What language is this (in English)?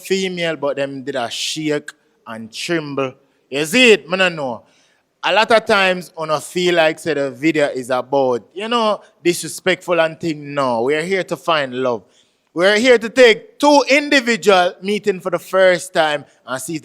Jamaican Creole English